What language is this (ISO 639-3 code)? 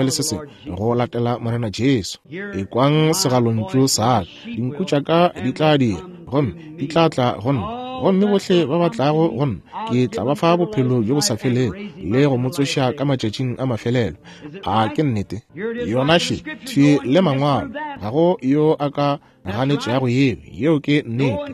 nso